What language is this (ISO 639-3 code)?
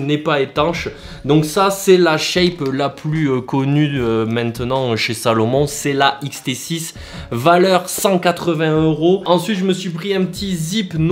fra